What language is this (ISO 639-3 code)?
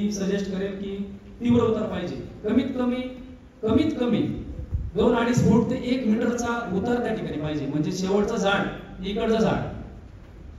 mar